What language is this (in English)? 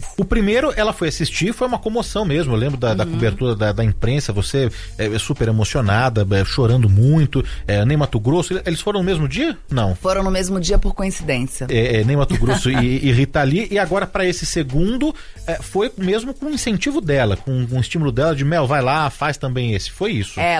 Portuguese